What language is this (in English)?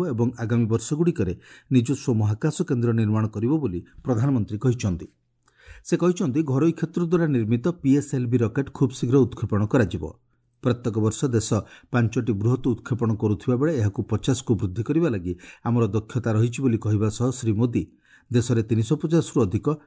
Odia